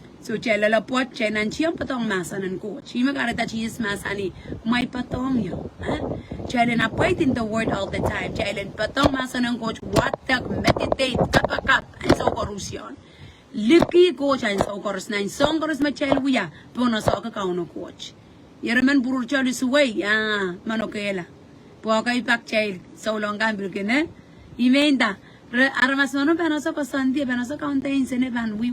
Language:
Pohnpeian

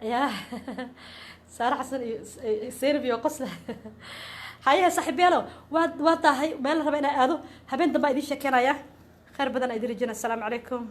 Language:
Somali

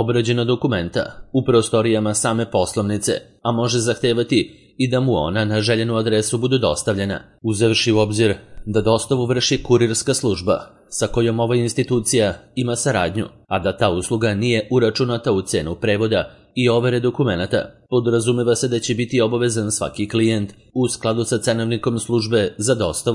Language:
Serbian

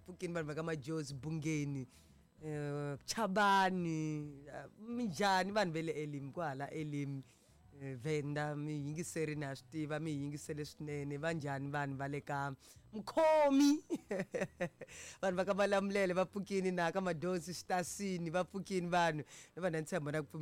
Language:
Tsonga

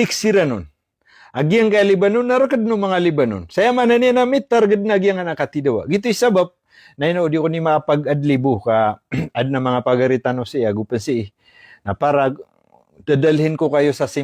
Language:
Maranao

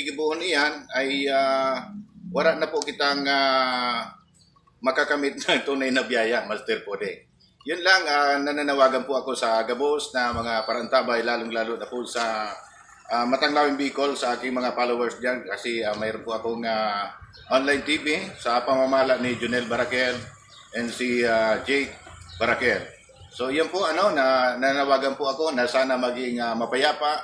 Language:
Bikol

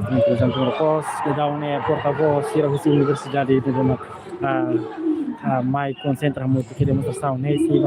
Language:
Tetum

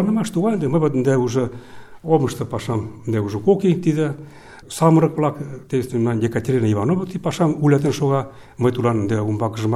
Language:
Mari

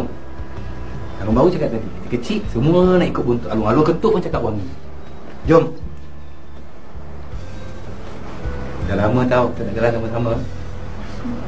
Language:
Malay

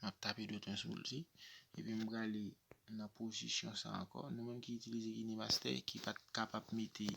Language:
Haitian Creole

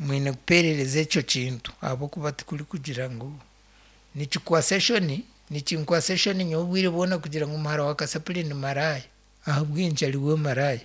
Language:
Nyankole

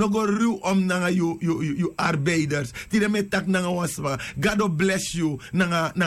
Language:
Sranan Tongo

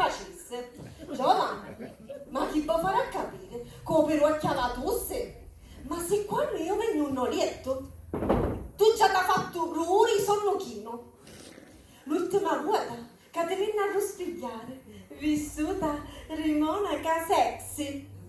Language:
Sicilian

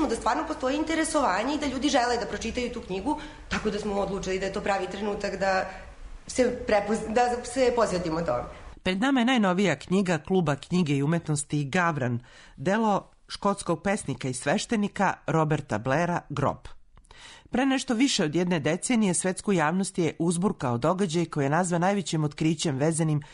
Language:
Serbian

